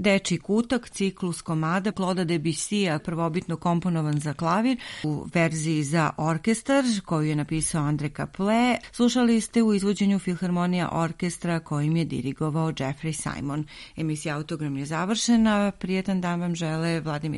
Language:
Serbian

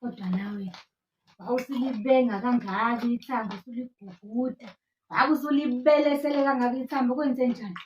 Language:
Zulu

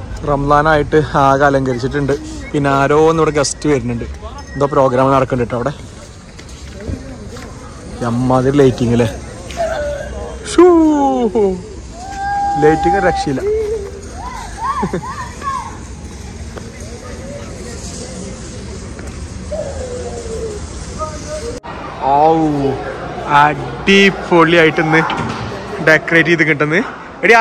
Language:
Malayalam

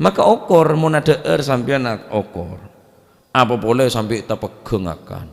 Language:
Madurese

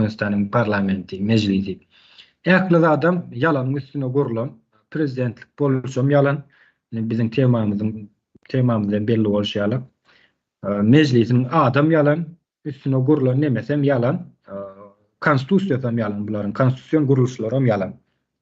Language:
Turkmen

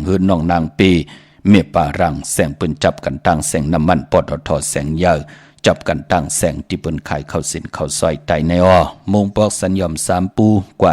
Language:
Shan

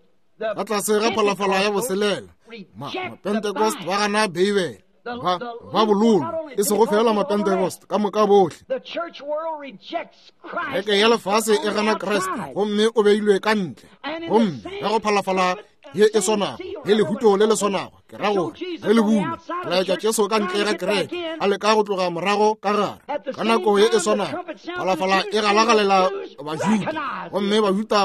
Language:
Northern Sotho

